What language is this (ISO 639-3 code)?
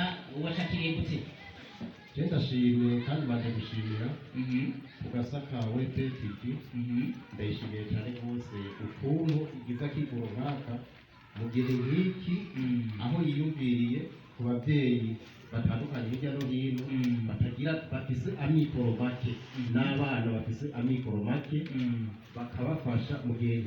run